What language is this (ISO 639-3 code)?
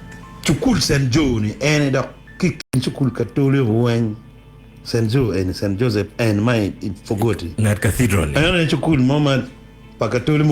ach